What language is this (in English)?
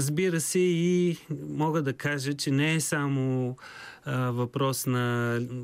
Bulgarian